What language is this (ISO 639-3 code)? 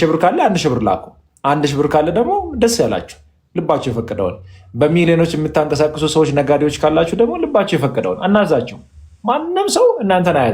amh